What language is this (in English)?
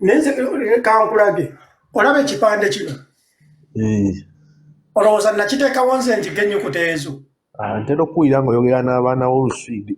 Ganda